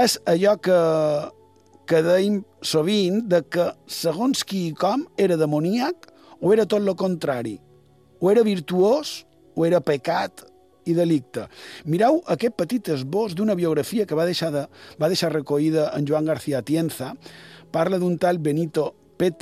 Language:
Catalan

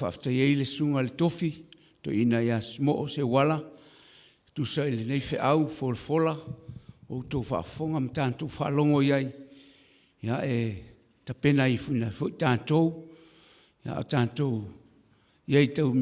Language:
Samoan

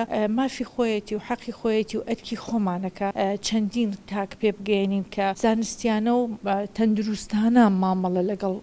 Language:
Central Kurdish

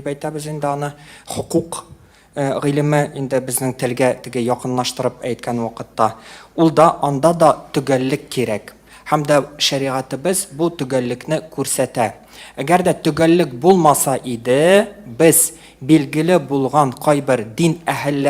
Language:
Tatar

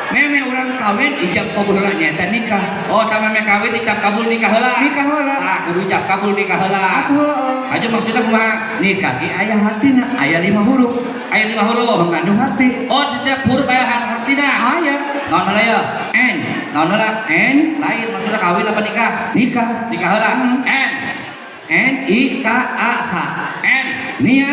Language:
Sundanese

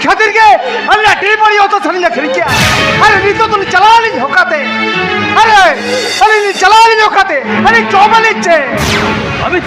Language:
Santali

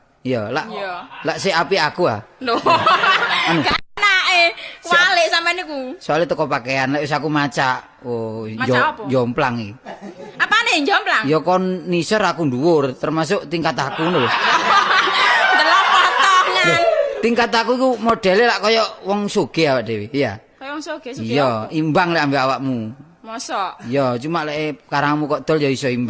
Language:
Javanese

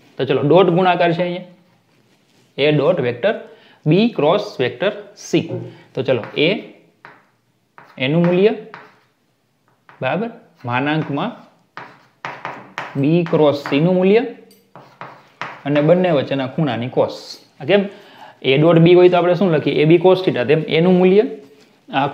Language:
Gujarati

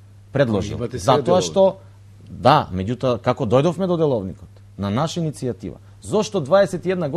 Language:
Macedonian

